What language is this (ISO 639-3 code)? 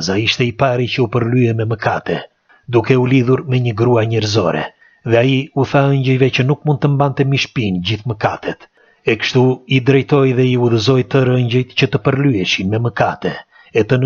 sqi